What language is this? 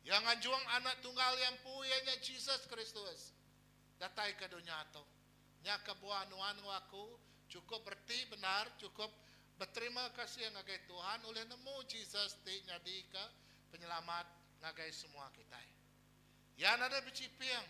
Iban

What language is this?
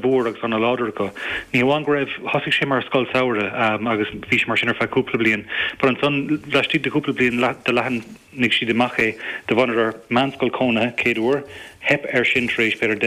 Irish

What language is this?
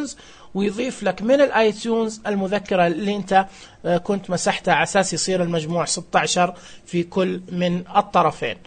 Najdi Arabic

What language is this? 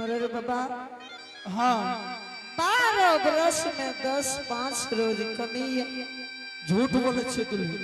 Angika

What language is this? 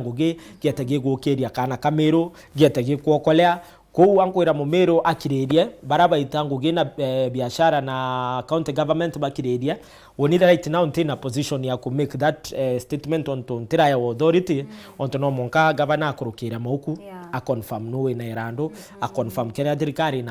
Meru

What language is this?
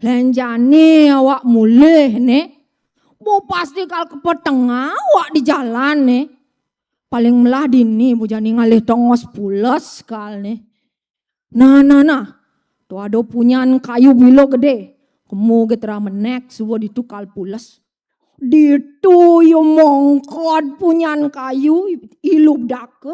Balinese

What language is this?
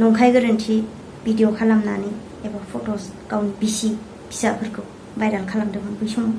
Bodo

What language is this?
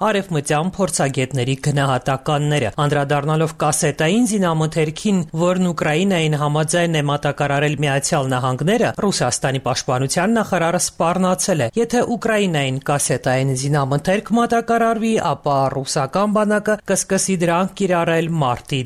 Armenian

